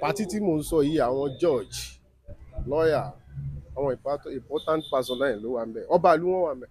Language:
Yoruba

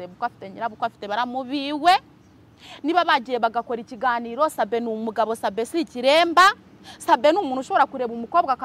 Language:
Kinyarwanda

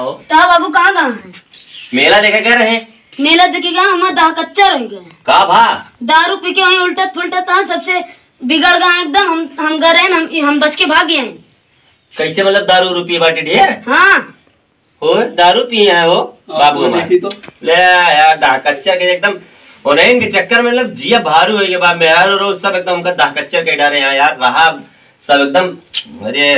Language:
Awadhi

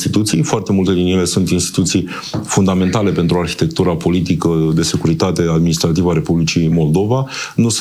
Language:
Romanian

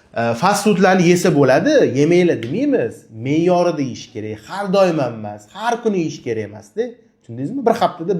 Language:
Uzbek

